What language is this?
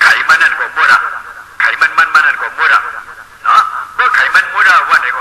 Shan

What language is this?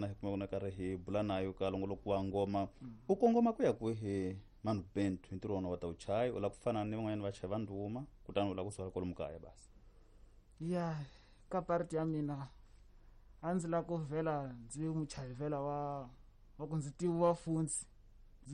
Tsonga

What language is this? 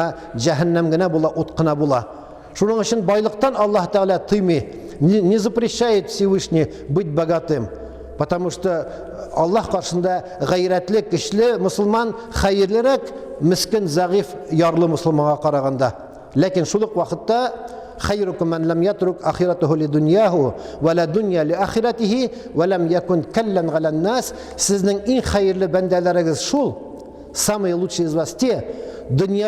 Tatar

